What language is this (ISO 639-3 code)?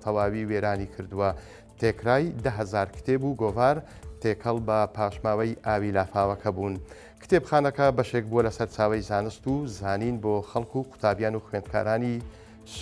ckb